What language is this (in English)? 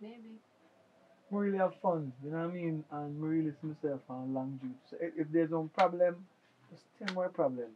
Jamaican Creole English